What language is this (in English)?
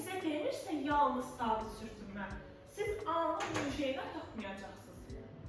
Azerbaijani